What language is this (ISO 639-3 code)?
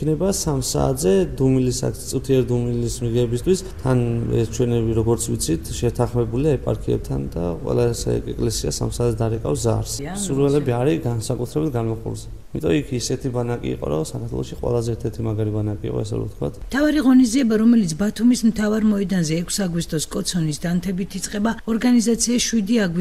kat